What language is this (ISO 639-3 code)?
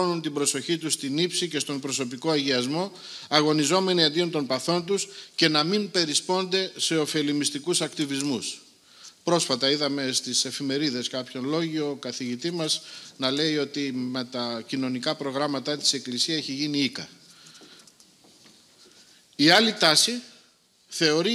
ell